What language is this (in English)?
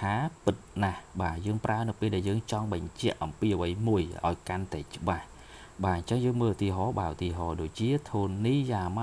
Khmer